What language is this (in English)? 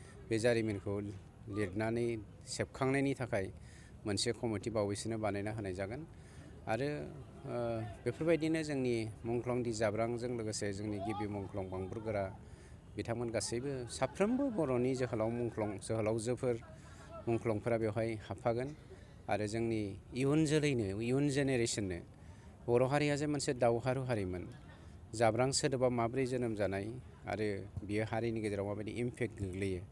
Bodo